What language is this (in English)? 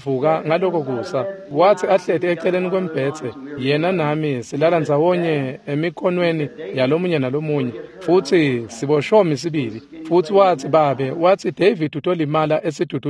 Swati